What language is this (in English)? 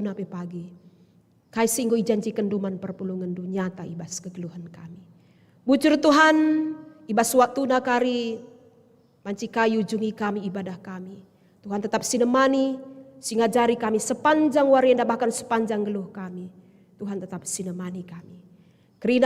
Batak Karo